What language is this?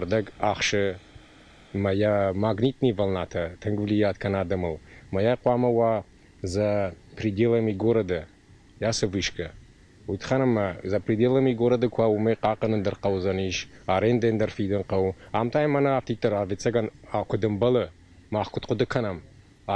Ossetic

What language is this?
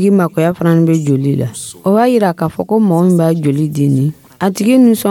Dyula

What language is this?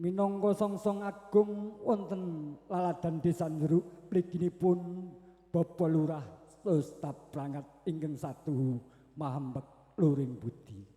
Javanese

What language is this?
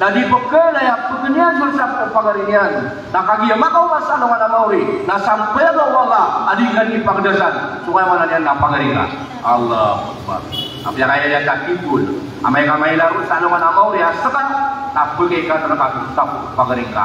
Maranao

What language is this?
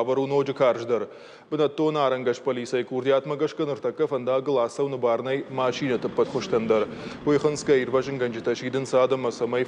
Ossetic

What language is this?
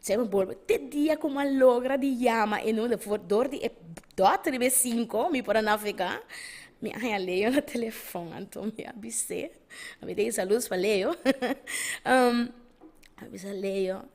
Papiamento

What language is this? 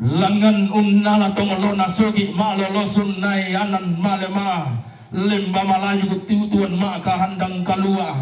Toraja-Sa'dan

